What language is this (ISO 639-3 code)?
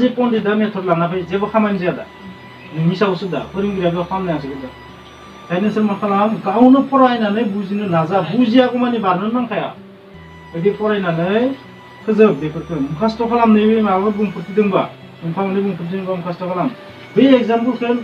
brx